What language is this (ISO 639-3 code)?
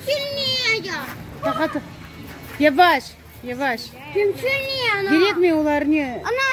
crh